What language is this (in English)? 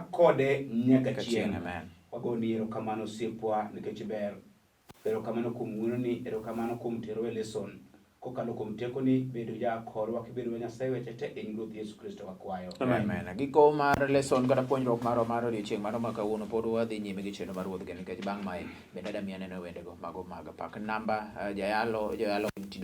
Luo (Kenya and Tanzania)